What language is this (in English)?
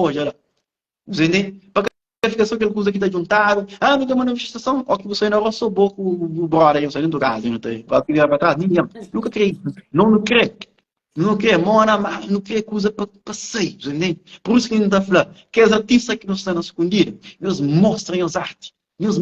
Kabuverdianu